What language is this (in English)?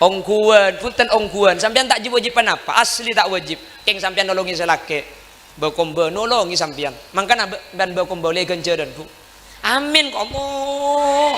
Madurese